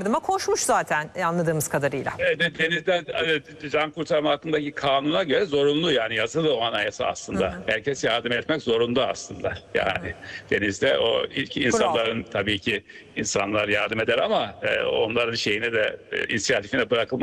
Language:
Turkish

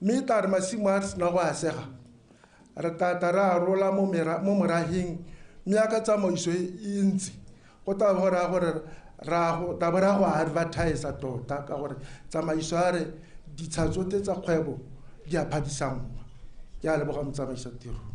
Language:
Tswana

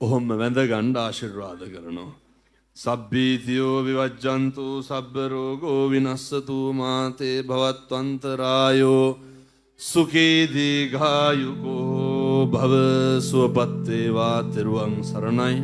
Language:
Sinhala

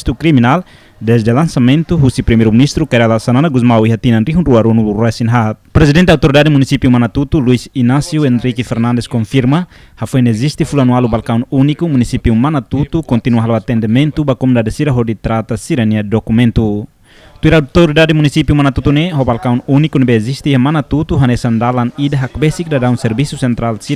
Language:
Tetum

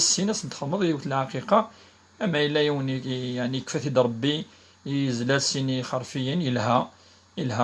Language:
Kabyle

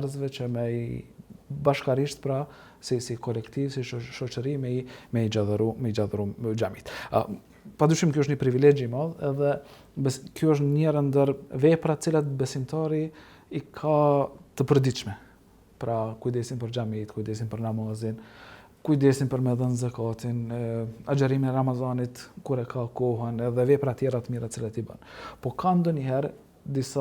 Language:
Albanian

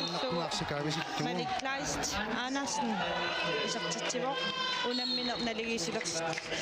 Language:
Kalaallisut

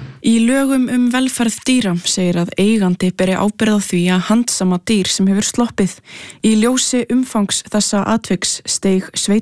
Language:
Icelandic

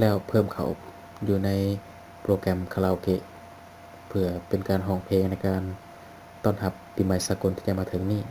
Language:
Lao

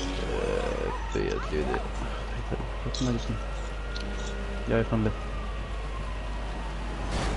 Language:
Icelandic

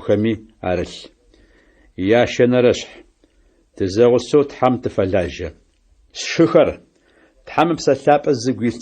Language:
Adyghe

